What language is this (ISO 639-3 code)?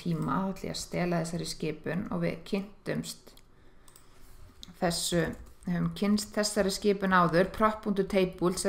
isl